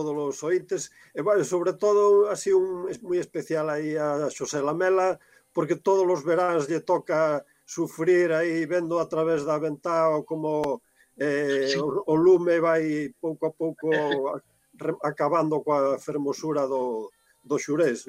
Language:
Galician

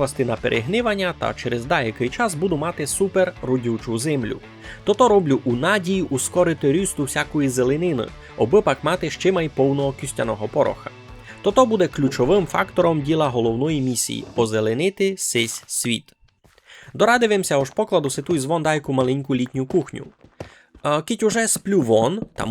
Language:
Rusyn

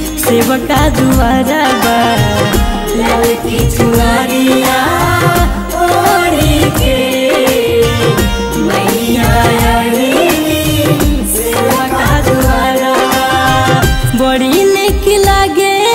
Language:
Bhojpuri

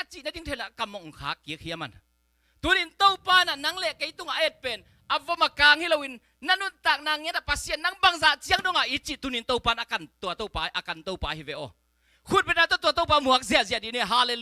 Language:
Tedim Chin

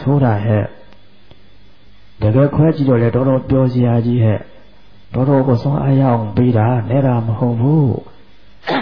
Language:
Burmese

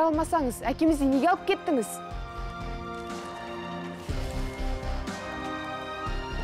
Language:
Kazakh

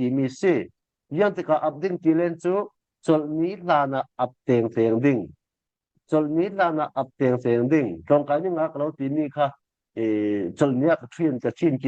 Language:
Falam Chin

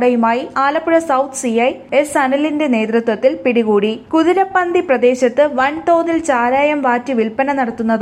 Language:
Malayalam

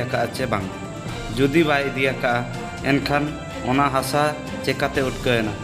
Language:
Santali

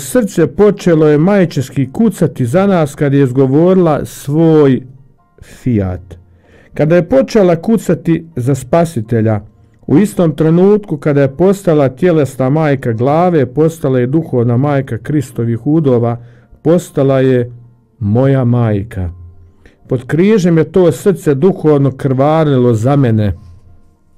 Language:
Croatian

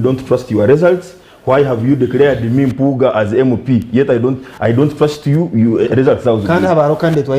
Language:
Nyankole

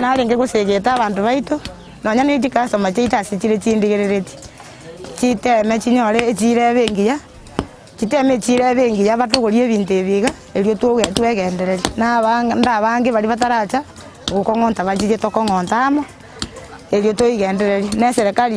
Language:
Gusii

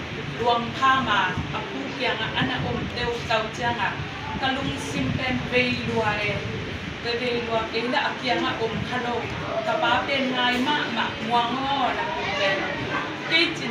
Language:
Tedim Chin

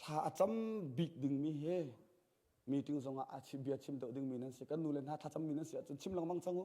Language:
Hakha Chin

